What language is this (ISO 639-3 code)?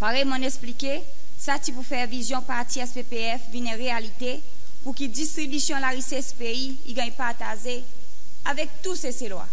crs